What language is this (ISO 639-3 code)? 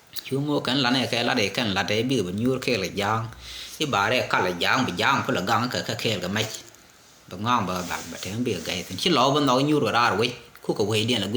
nus